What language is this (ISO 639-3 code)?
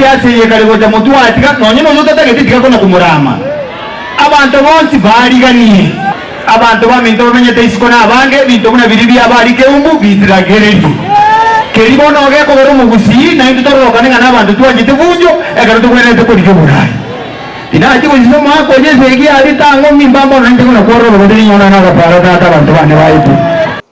guz